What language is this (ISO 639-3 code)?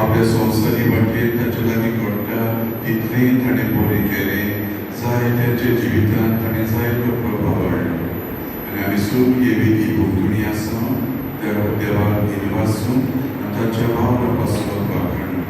kok